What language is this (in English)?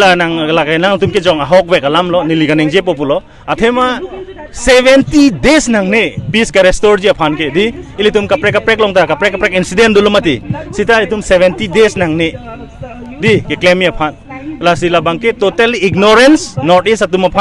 Karbi